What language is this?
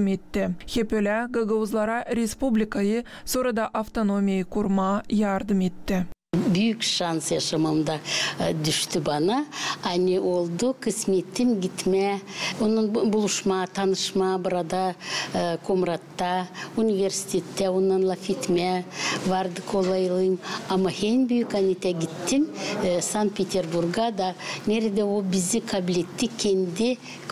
Gagauz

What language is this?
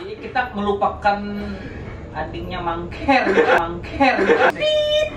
Banjar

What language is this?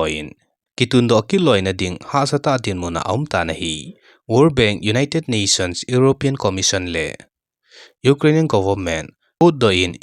Thado Chin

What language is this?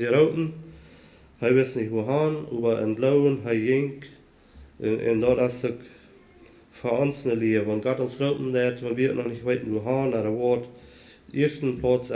Plautdietsch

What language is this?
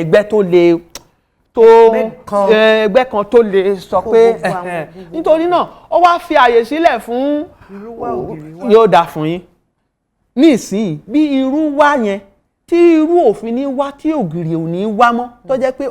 Yoruba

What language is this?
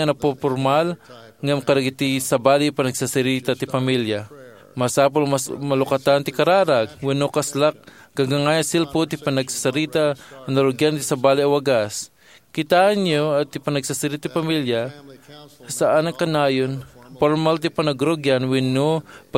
Iloko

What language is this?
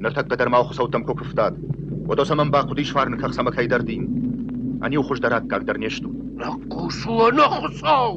Ossetic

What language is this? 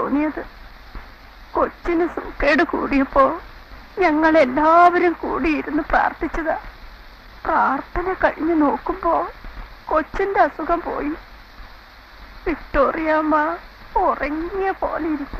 Malayalam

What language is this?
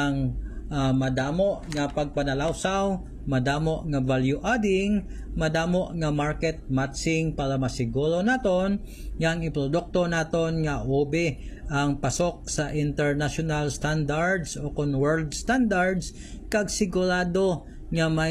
Hiligaynon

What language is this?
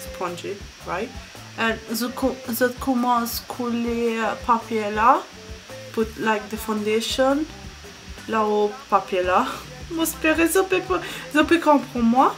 Morisyen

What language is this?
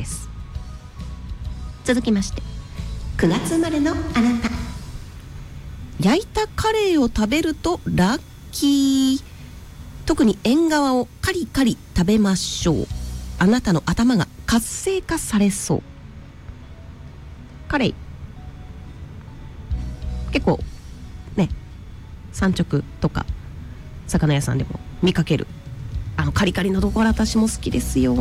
Japanese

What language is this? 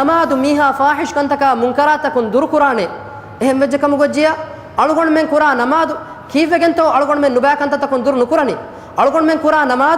Divehi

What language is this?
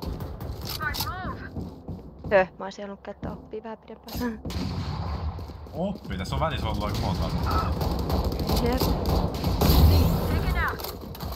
Finnish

